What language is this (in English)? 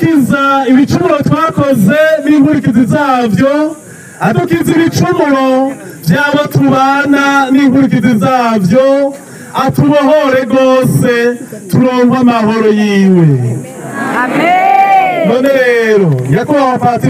Rundi